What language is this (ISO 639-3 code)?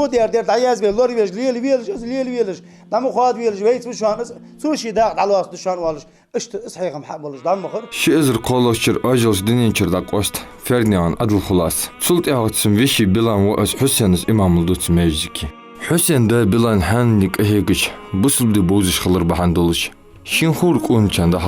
inh